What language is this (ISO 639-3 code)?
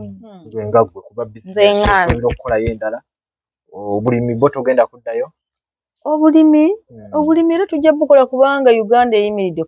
lug